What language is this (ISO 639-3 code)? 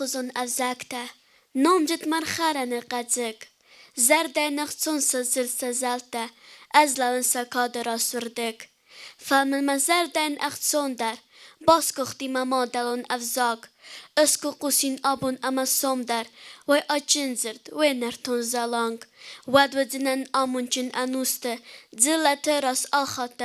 oss